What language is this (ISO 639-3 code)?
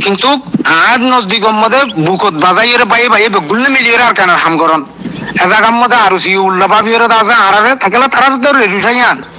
rhg